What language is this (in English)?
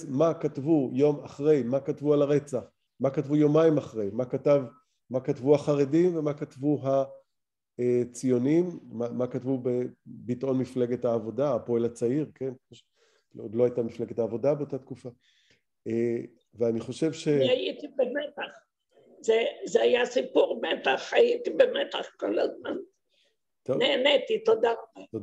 Hebrew